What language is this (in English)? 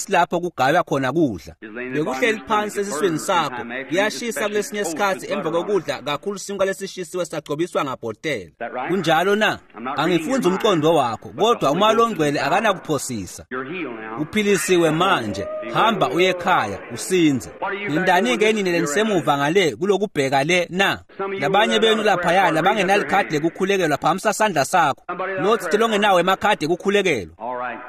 Swati